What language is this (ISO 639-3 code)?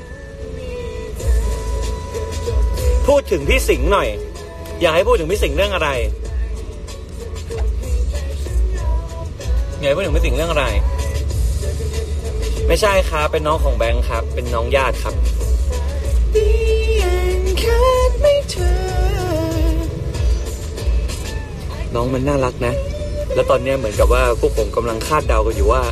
tha